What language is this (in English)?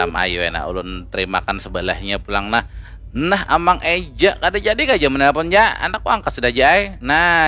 Banjar